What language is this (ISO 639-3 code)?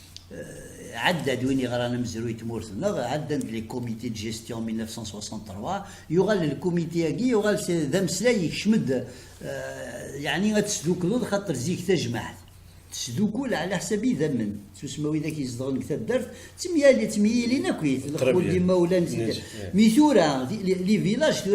kab